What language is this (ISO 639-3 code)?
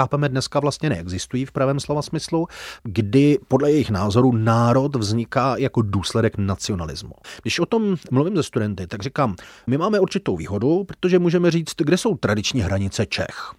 ces